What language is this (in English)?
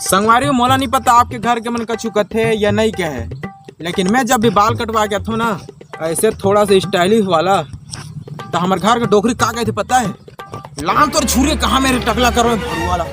Chhattisgarhi